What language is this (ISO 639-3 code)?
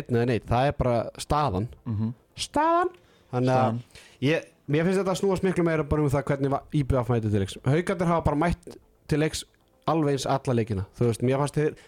isl